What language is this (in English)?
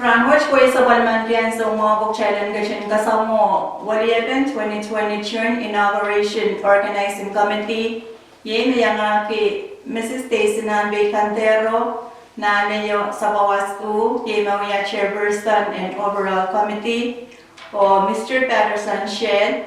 Pohnpeian